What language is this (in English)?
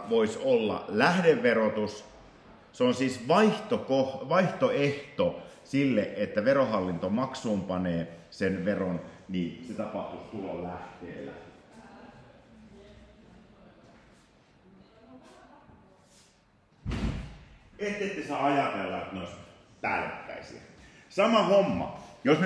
Finnish